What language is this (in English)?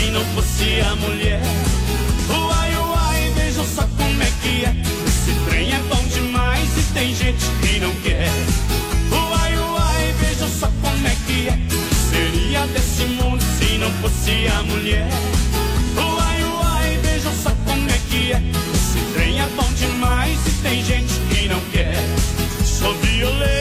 Portuguese